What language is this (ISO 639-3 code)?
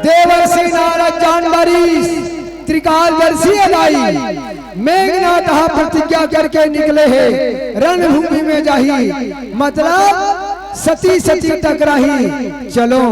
hne